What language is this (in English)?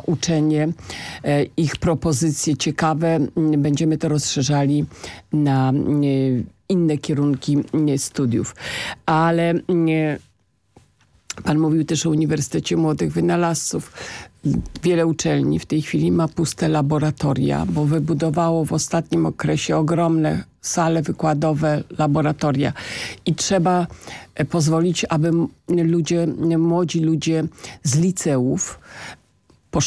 Polish